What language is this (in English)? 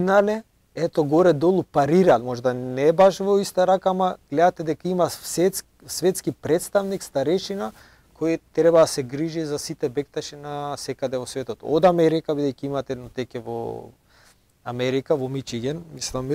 Macedonian